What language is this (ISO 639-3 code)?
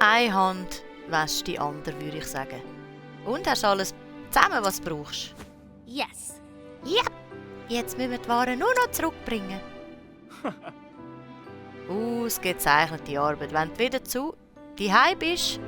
gsw